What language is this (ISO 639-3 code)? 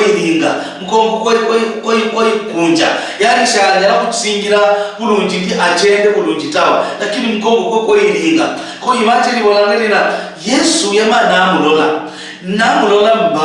luy